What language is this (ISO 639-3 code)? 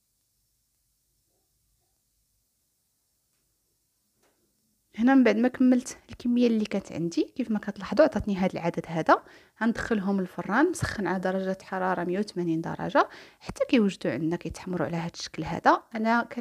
ary